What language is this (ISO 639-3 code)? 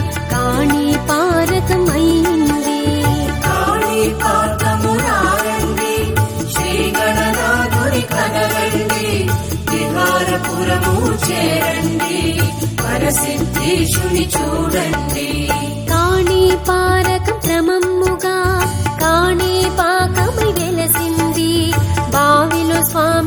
tel